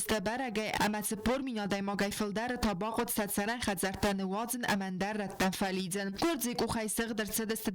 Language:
Ossetic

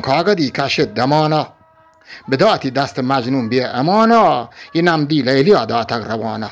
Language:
Eastern Balochi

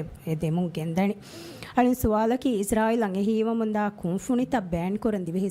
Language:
Divehi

